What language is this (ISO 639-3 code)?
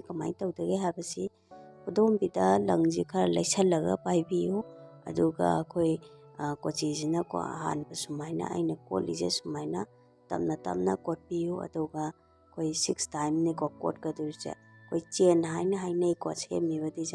mni